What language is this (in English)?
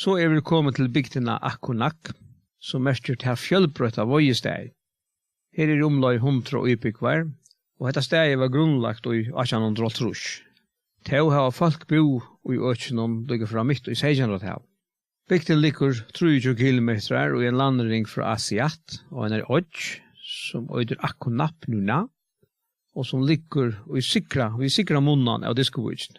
Faroese